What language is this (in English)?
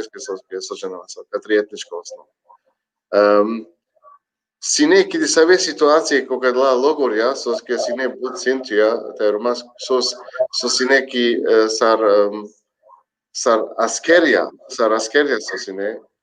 Balkan Romani